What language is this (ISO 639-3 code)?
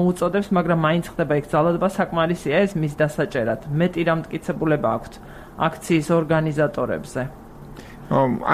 kat